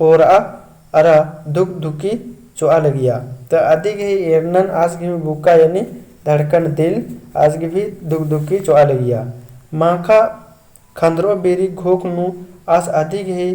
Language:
Kurukh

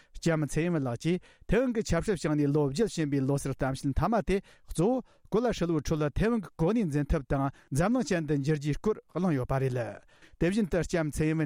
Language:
Tibetan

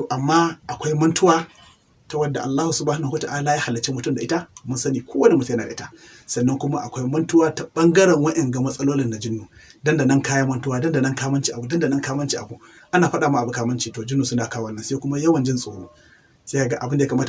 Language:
Hausa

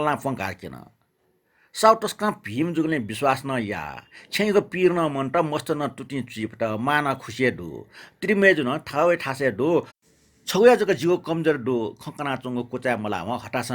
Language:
Newari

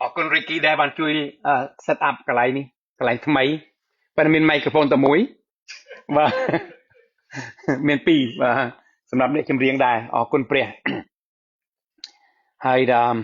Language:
Khmer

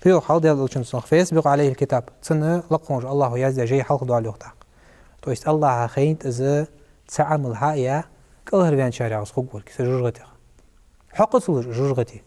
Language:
Ingush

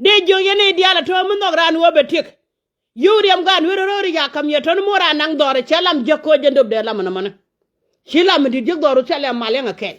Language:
Nuer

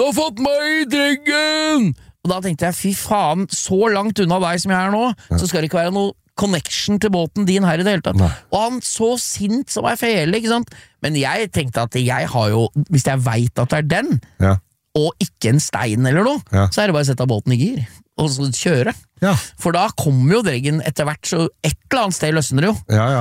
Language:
Norwegian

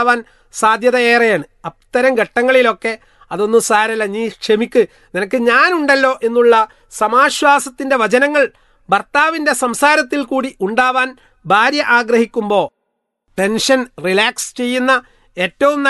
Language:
Malayalam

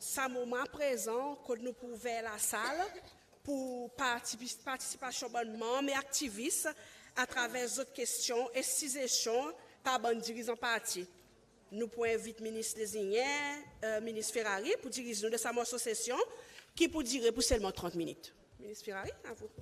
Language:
Seselwa Creole French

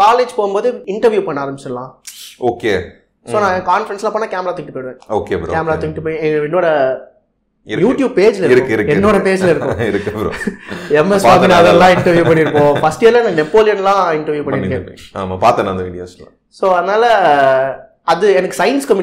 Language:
Tamil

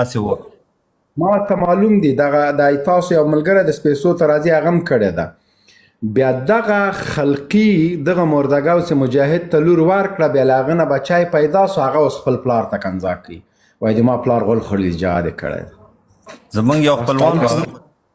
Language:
Pashto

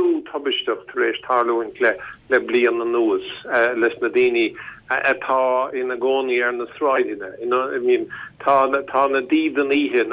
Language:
Irish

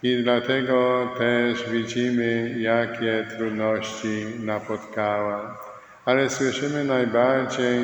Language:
Polish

